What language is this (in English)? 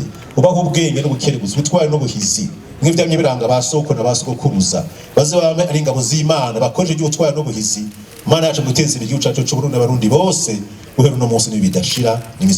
Rundi